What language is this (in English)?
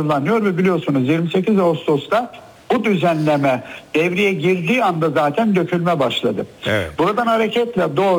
Turkish